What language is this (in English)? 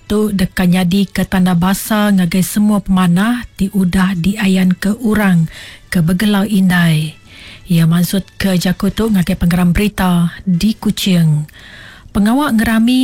Iban